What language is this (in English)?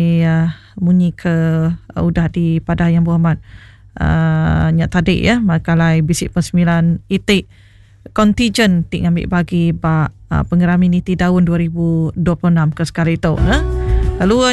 Iban